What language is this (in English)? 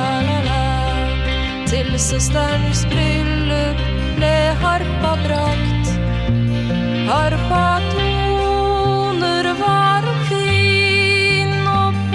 Norwegian